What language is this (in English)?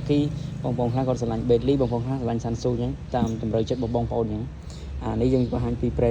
Khmer